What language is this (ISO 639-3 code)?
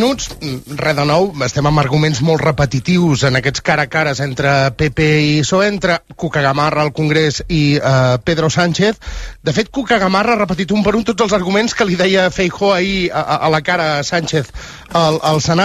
cat